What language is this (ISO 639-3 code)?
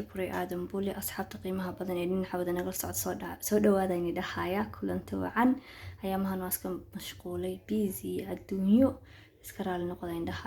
som